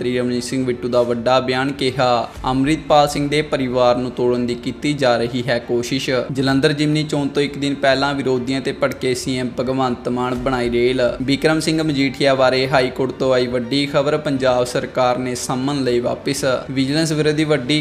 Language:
Punjabi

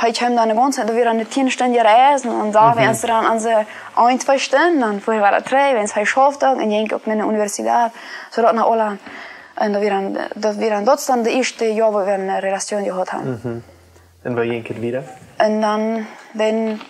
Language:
Plautdietsch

